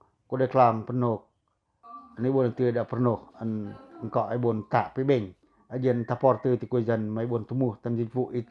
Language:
Pacoh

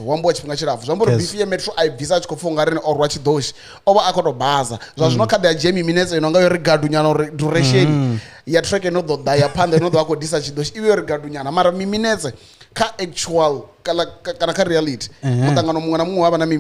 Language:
Venda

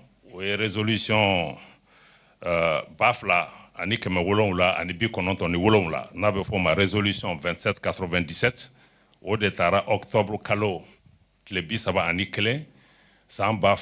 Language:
Bambara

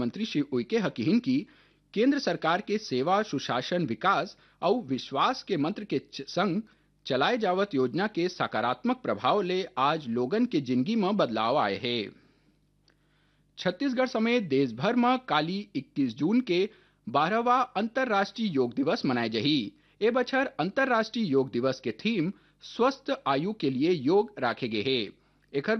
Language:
Chhattisgarhi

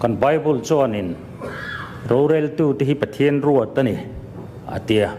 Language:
Mizo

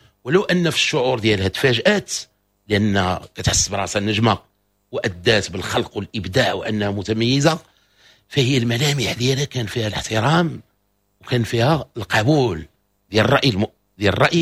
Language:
Moroccan Arabic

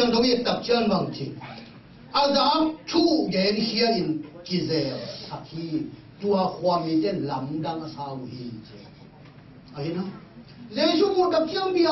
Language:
Tedim Chin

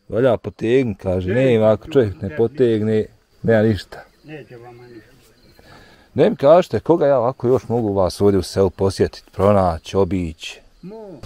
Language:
Bosnian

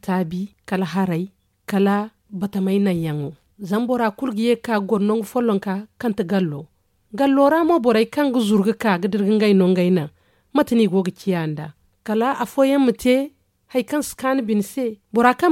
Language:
Zarma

